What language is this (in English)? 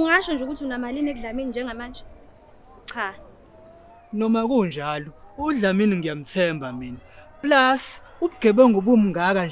Zulu